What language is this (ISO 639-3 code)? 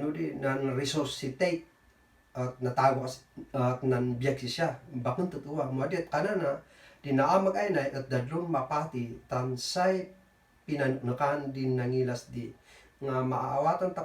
kne